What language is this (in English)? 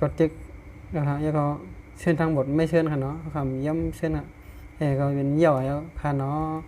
Shan